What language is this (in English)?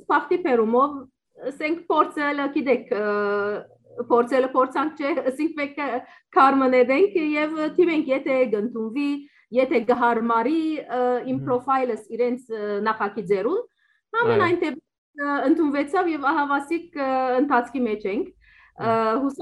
Western Armenian